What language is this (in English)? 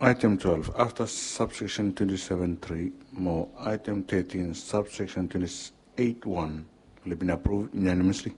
Bislama